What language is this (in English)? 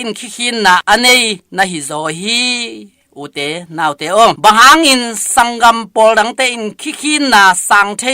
Tedim Chin